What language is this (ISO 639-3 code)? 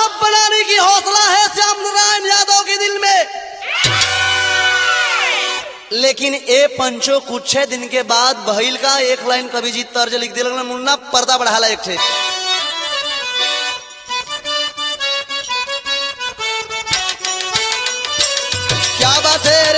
bho